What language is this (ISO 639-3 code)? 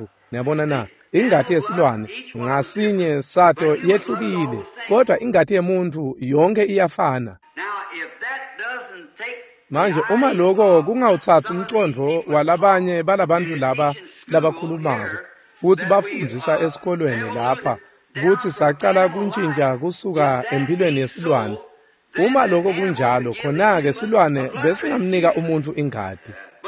ssw